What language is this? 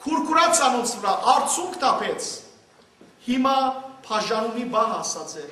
Western Armenian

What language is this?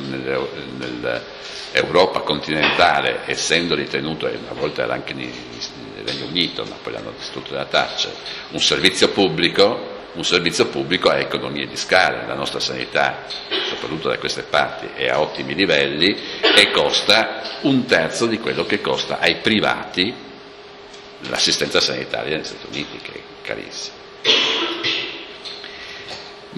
Italian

